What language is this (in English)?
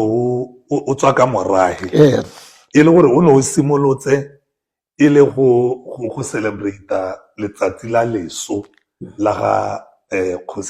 Tswana